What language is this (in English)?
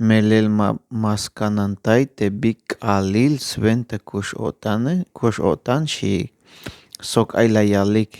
Tzeltal